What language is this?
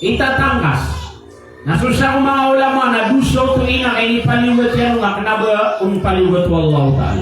Maranao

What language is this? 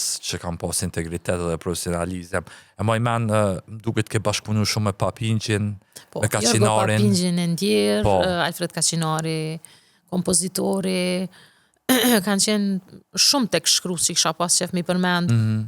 Albanian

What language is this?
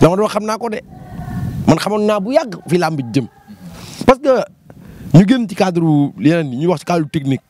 Wolof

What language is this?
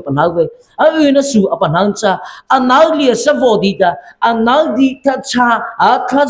Mara Chin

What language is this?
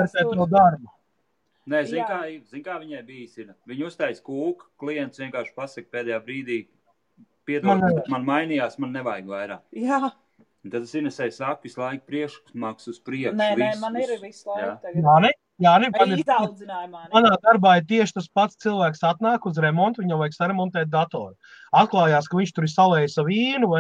Latvian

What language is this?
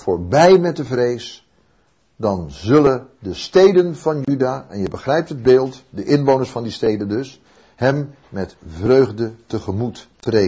Dutch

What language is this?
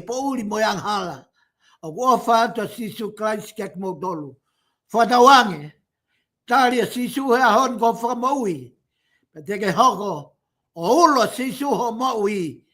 Tongan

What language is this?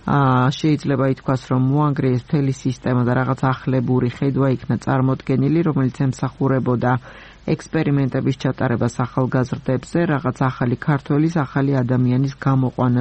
Georgian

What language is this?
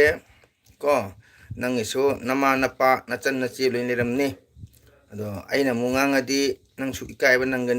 Manipuri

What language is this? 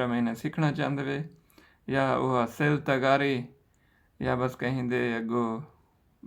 Saraiki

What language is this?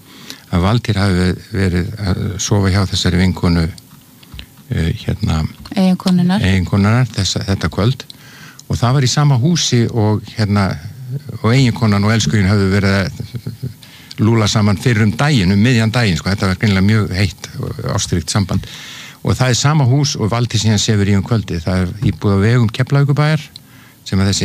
Icelandic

